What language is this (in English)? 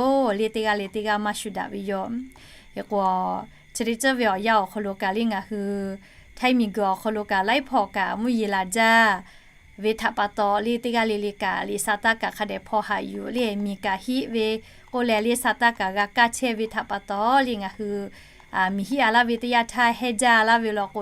Lahu